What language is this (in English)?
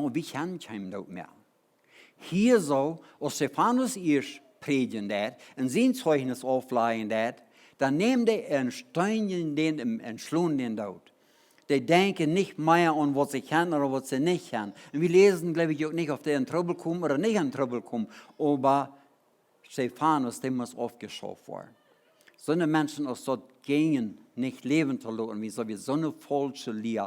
Plautdietsch